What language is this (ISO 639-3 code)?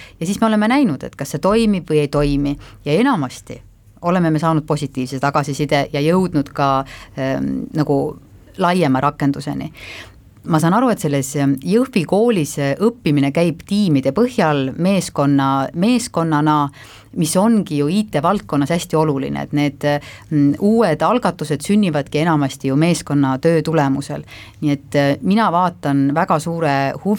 est